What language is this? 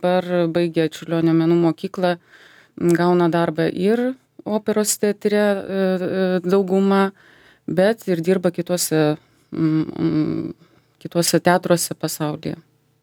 Lithuanian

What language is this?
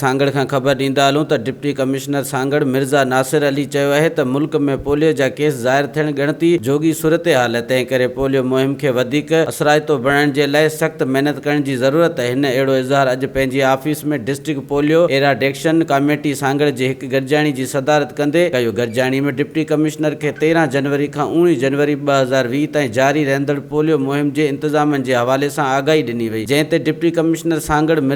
Sindhi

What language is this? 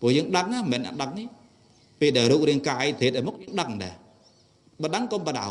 Khmer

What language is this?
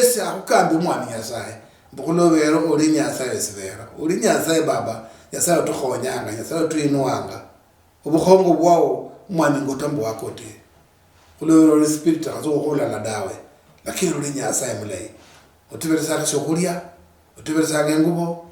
Luyia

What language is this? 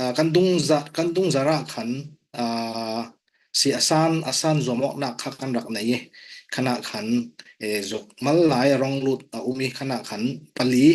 Falam Chin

